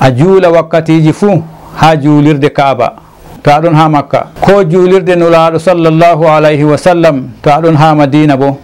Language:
Fula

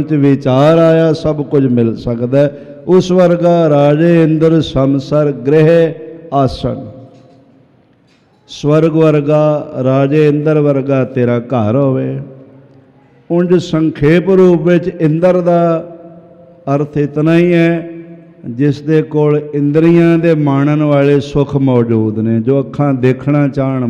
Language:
Punjabi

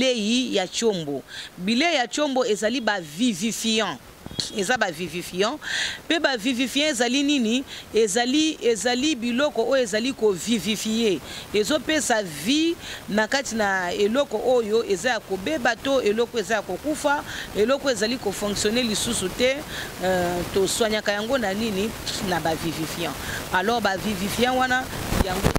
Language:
Lingala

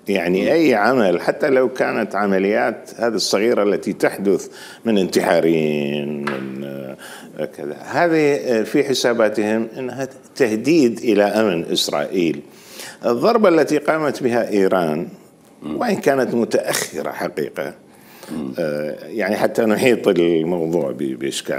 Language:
Mesopotamian Arabic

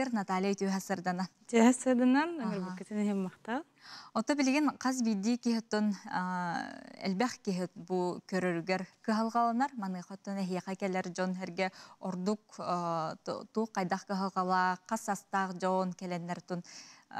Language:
Yakut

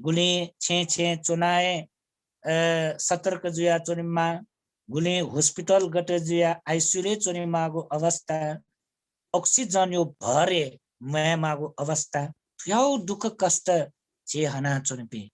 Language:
Newari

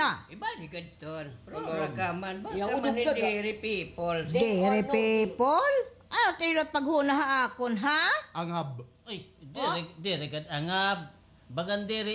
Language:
Waray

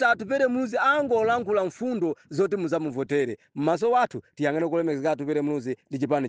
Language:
Nyanja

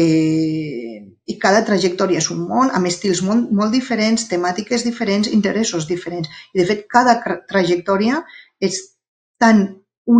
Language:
Catalan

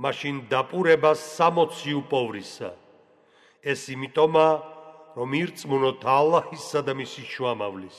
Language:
Georgian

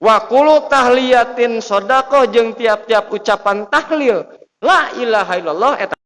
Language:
Sundanese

